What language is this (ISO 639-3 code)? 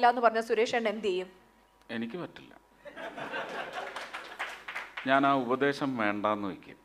mal